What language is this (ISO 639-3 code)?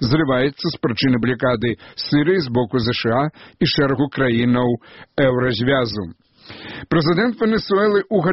bel